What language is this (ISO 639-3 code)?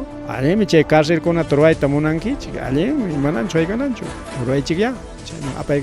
quy